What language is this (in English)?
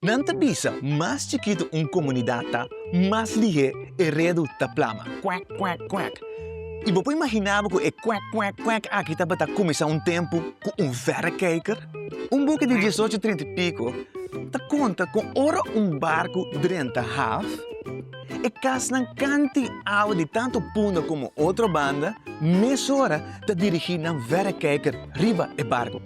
Papiamento